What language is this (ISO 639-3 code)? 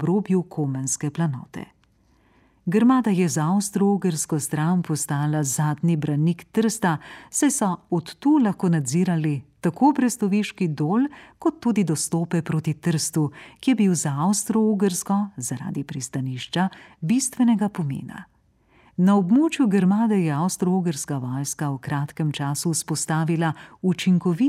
slv